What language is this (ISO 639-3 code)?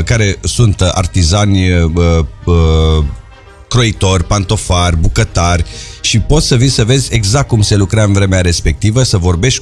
ron